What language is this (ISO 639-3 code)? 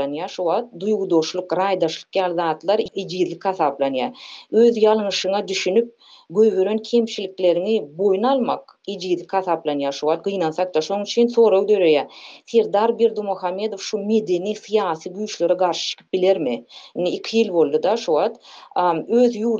tuk